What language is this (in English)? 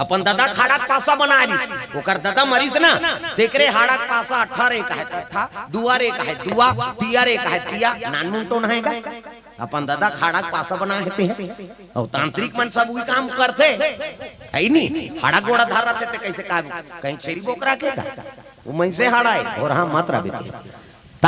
Chhattisgarhi